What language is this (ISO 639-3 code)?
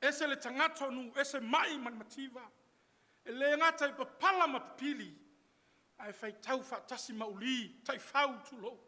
smo